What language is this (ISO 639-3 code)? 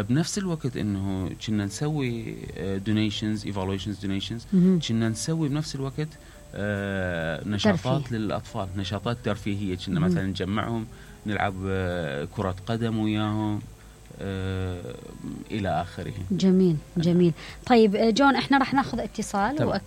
acm